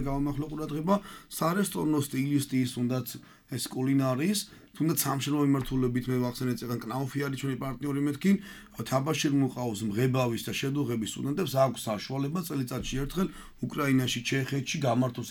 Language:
Georgian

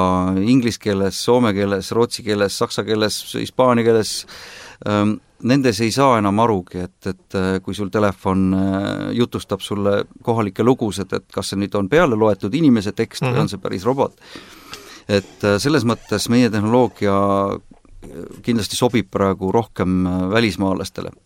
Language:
Estonian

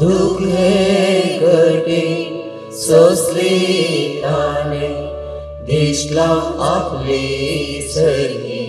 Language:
Konkani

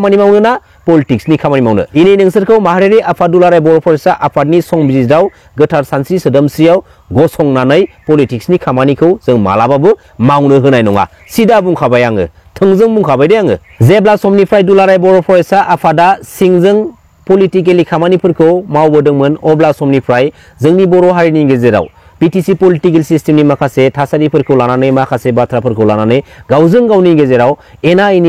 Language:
Bodo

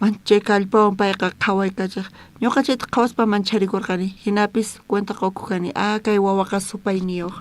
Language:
South Bolivian Quechua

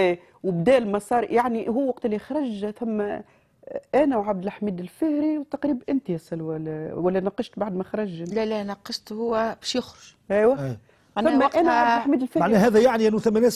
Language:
Tunisian Arabic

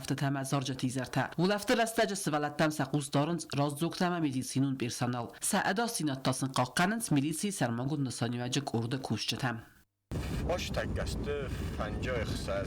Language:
Ossetic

